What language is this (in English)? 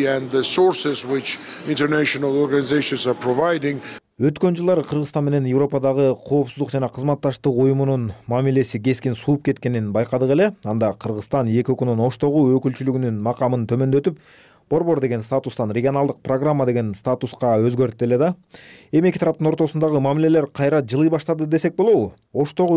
Kyrgyz